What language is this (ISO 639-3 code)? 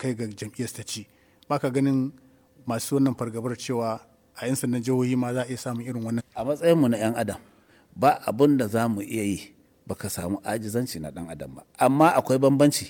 hau